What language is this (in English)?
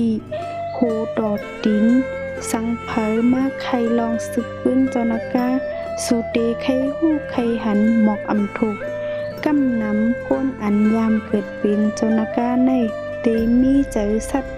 Shan